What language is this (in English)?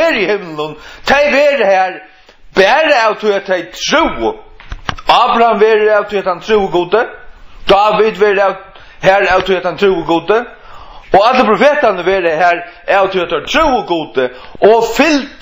Faroese